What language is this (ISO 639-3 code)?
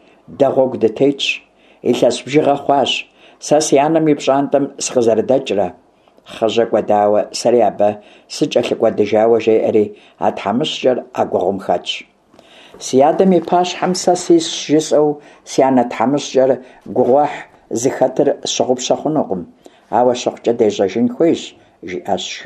kbd